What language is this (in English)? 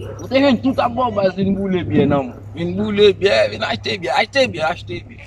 Haitian Creole